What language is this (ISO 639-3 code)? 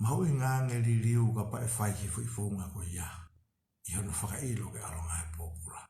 ton